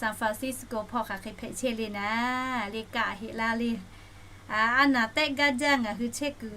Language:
Lahu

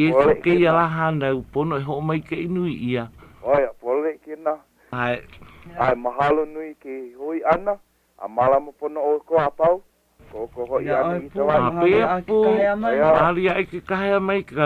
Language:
Hawaiian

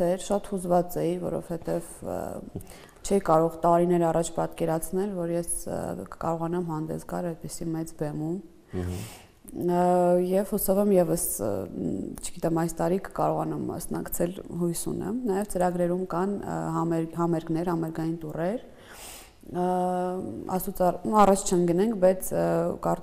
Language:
Armenian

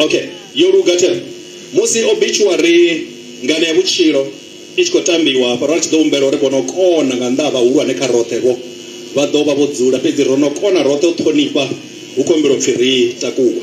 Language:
Venda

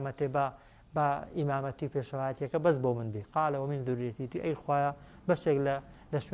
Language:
Central Kurdish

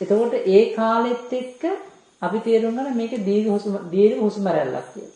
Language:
Sinhala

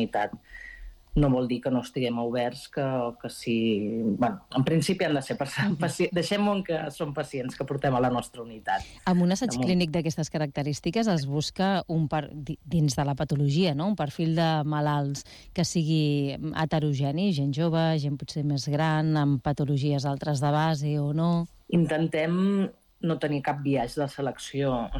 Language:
Catalan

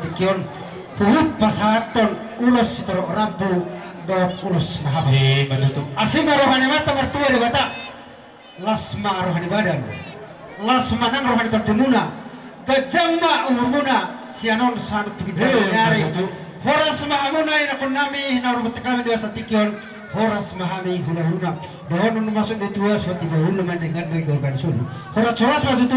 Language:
Batak Toba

